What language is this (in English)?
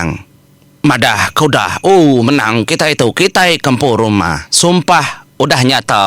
Iban